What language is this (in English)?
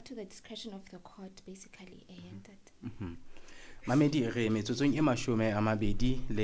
Southern Sotho